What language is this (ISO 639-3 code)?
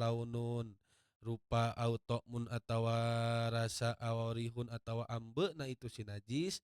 sun